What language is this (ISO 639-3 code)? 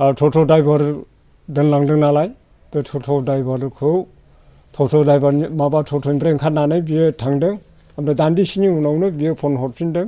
brx